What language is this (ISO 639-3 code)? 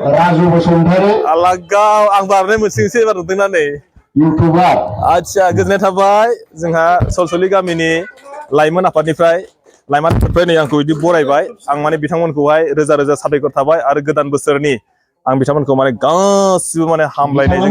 brx